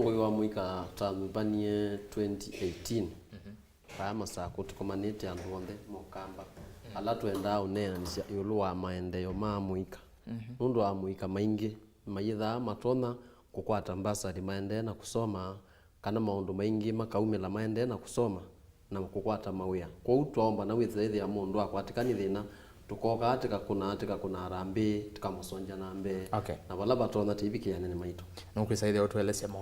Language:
Kamba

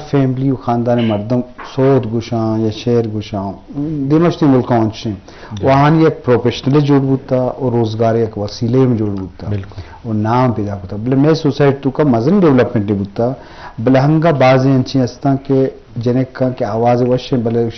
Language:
Eastern Balochi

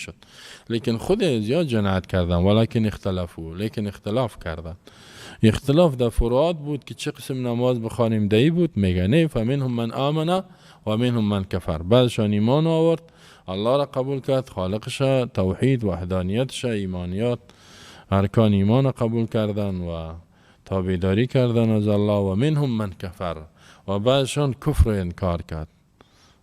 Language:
Persian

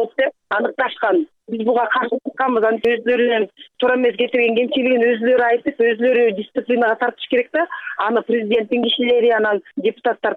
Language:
Kyrgyz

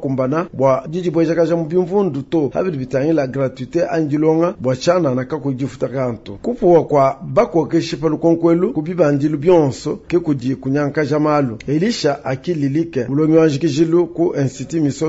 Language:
Luba-Lulua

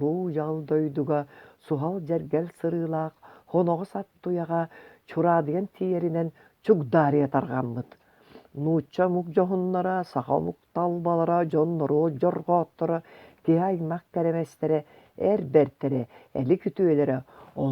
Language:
Yakut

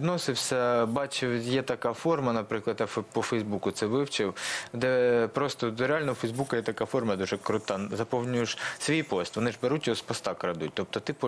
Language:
Ukrainian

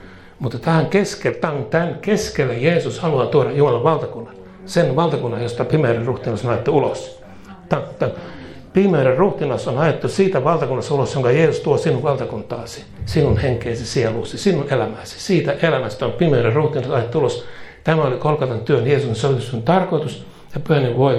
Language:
Finnish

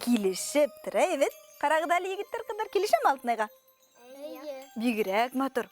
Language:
Bashkir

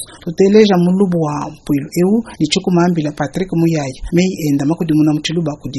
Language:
Luba-Lulua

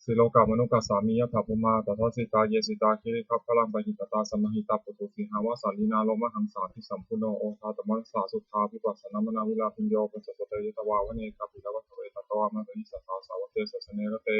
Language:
Pali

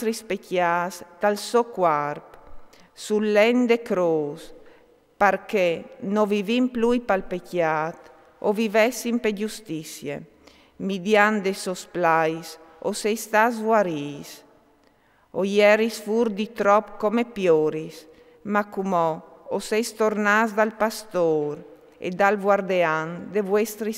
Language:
Friulian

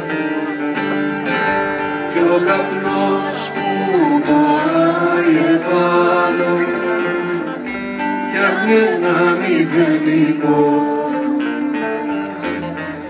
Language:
Greek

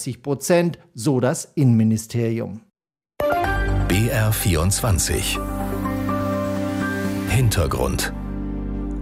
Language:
German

